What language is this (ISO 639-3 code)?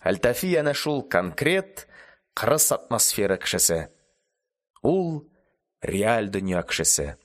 tat